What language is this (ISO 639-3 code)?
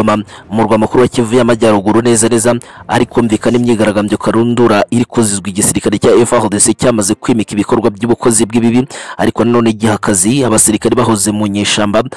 kin